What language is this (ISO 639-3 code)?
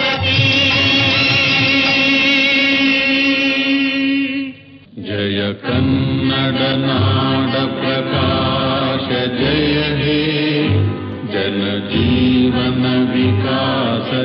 kan